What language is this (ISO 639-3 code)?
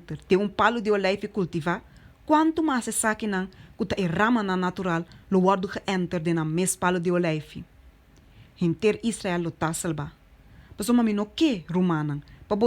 pap